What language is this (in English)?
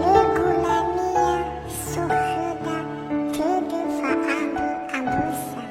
Nias